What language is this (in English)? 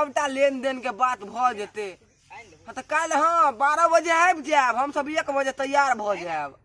Maithili